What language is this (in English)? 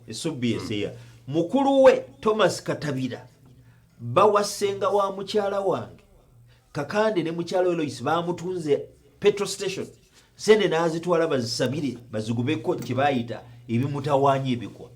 Ganda